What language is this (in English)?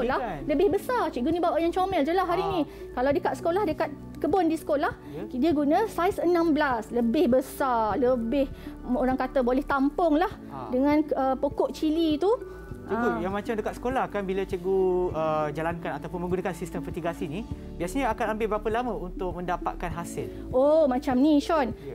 Malay